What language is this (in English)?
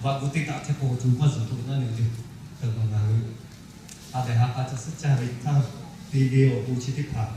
Lahu